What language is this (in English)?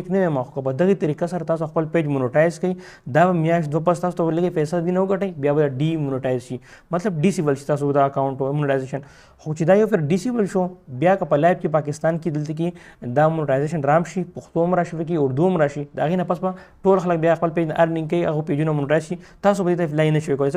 Pashto